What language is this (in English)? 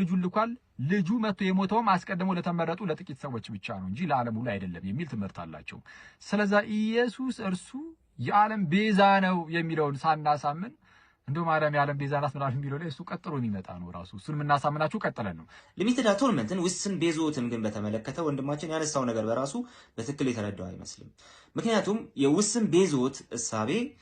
Amharic